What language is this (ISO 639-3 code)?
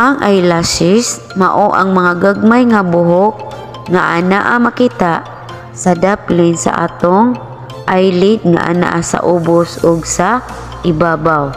ceb